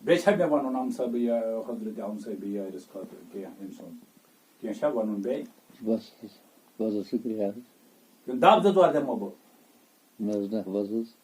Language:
Kashmiri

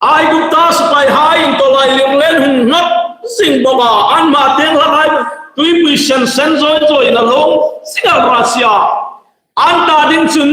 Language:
Hmar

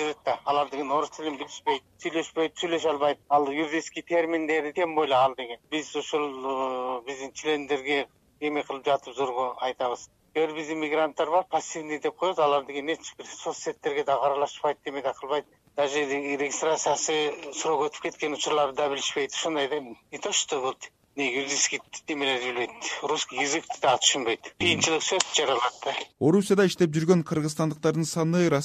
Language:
Kyrgyz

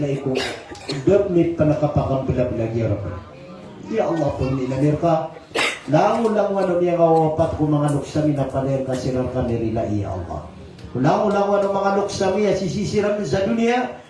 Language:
Maranao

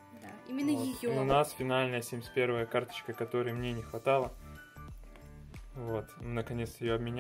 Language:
Russian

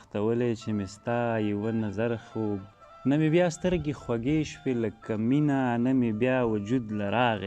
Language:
Pashto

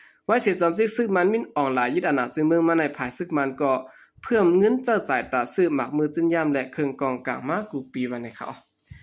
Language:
Shan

